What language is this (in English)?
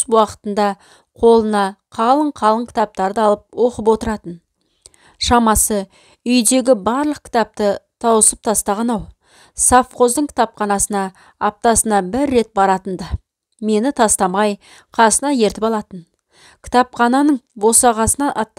Kazakh